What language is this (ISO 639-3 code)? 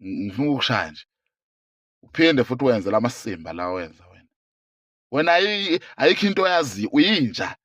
zul